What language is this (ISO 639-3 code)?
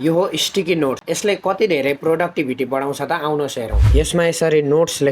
nep